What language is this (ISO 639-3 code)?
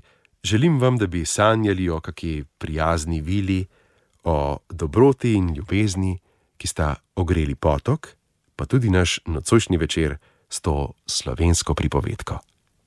slv